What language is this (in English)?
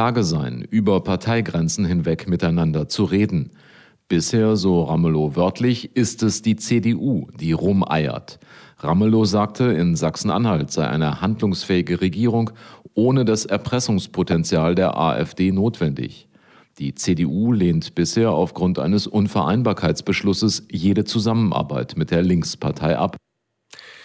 German